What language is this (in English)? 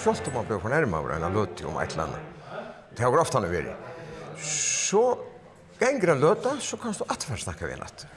Faroese